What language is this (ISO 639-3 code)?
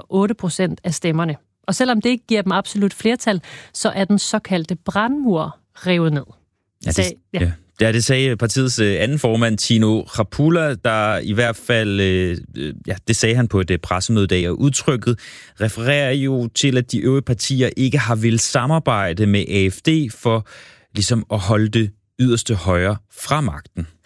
dan